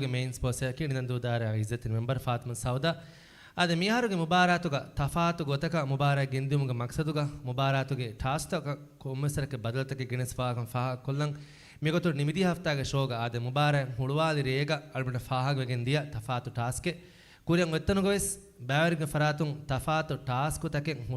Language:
Divehi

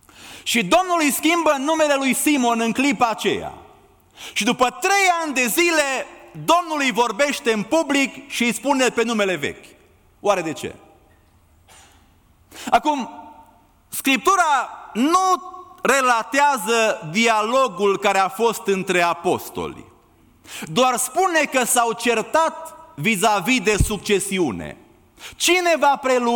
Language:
Romanian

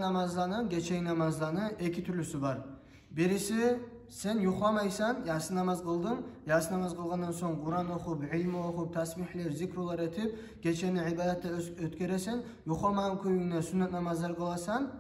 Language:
Kumyk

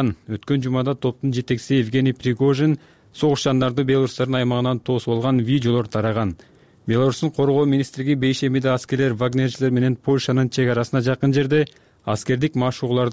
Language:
Kyrgyz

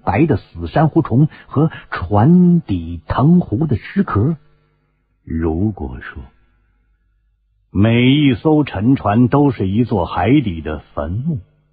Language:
Chinese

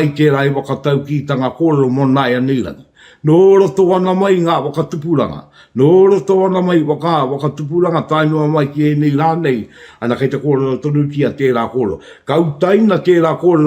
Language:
Māori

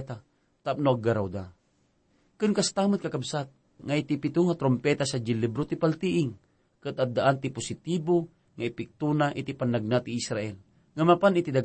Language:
Iloko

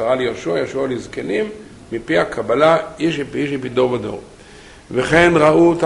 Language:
Hebrew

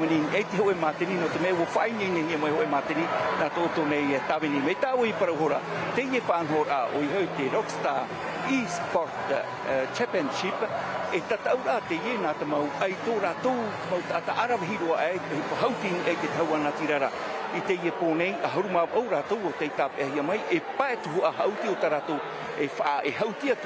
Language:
Tahitian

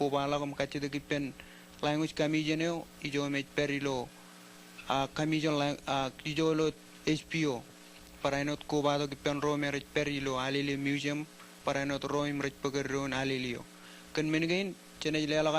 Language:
Marshallese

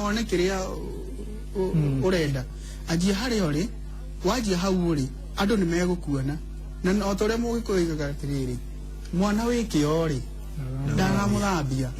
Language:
Kikuyu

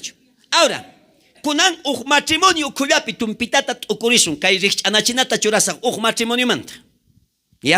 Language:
South Bolivian Quechua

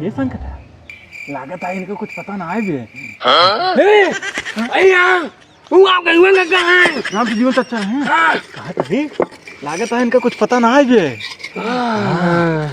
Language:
Awadhi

